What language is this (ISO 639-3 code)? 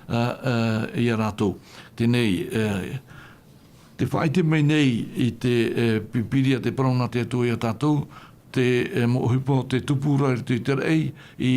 tah